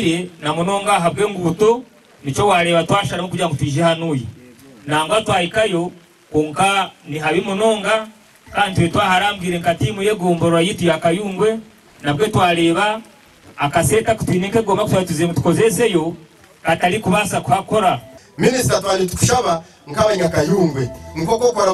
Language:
Nyankole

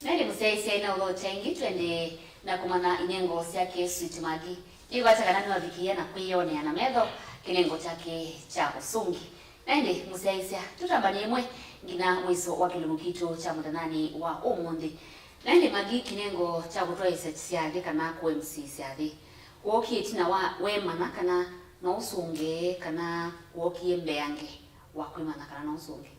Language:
Kamba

